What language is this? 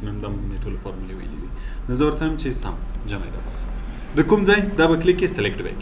Pashto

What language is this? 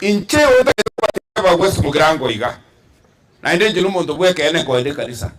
Gusii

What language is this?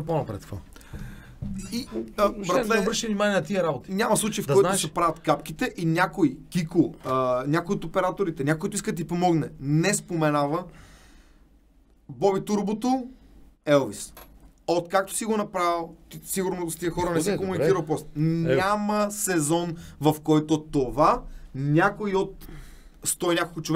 Bulgarian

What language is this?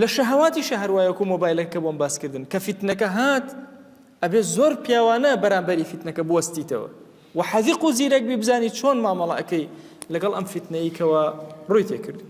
Central Kurdish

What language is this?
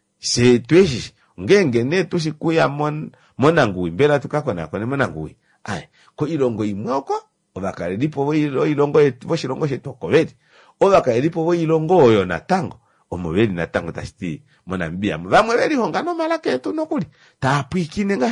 Kuanyama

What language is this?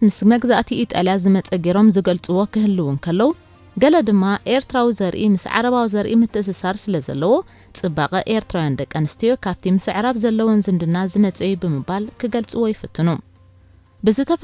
Tigrinya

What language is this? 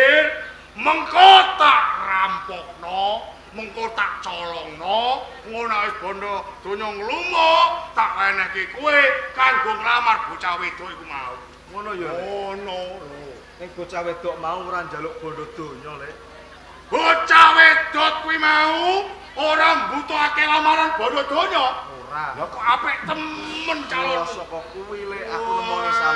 Javanese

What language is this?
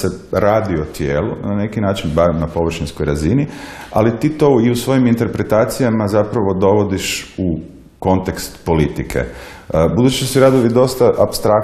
Croatian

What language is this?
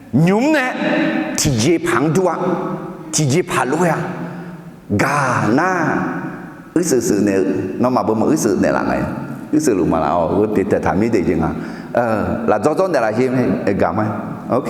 Akha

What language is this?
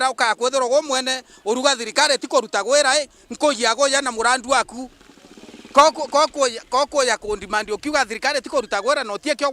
Meru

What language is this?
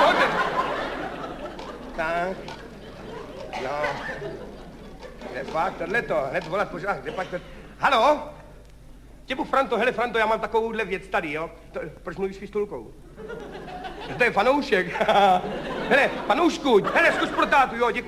Czech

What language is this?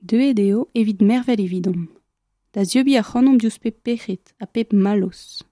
Breton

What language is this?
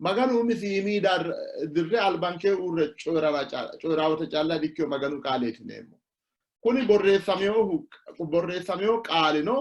Sidamo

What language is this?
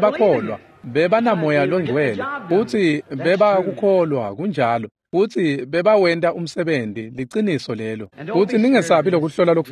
Swati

